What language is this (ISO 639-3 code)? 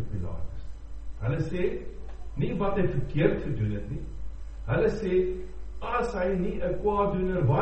afr